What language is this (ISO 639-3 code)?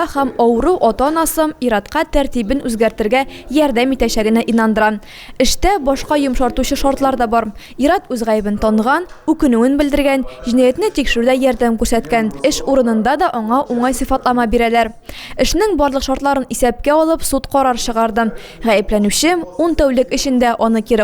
tat